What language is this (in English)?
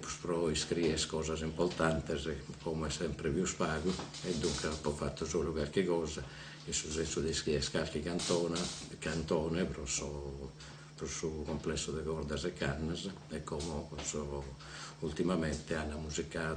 Sardinian